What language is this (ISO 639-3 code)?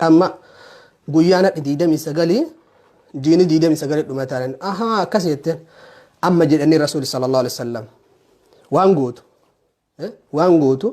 orm